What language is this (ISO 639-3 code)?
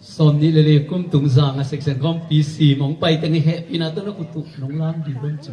ctd